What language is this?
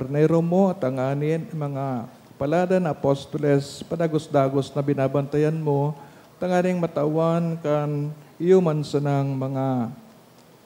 Bikol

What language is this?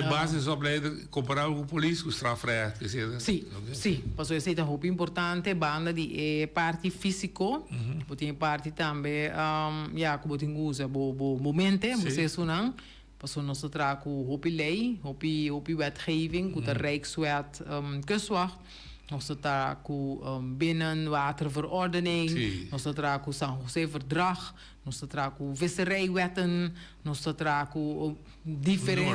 Papiamento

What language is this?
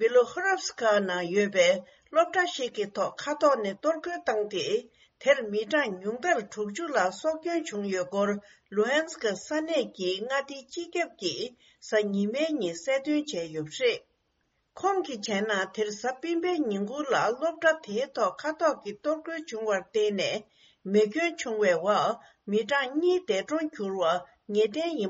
Tibetan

